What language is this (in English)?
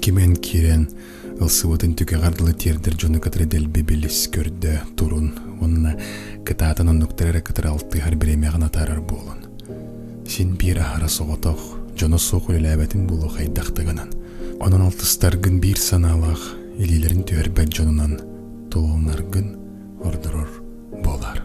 Yakut